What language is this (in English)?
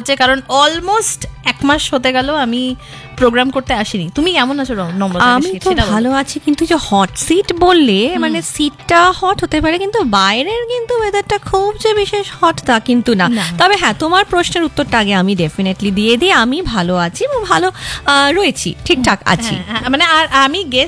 Bangla